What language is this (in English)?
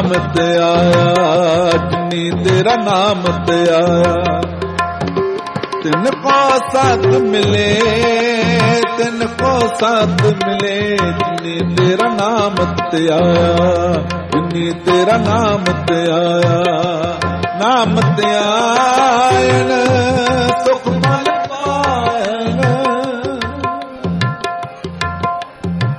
Punjabi